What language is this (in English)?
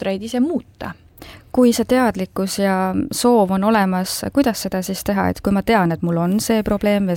Estonian